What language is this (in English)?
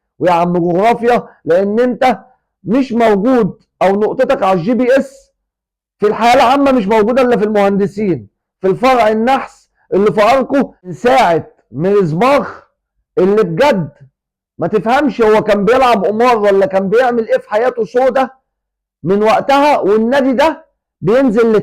Egyptian Arabic